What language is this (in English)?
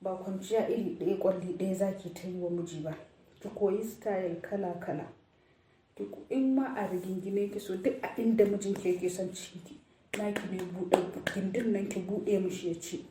Hausa